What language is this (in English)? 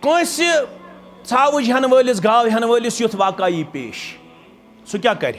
Kashmiri